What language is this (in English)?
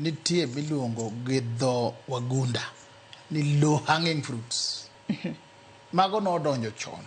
Luo (Kenya and Tanzania)